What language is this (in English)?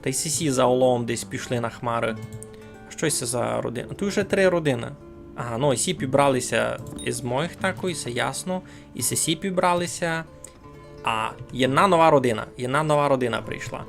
Rusyn